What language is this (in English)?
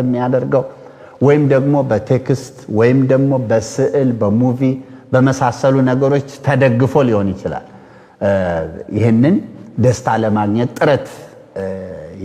Amharic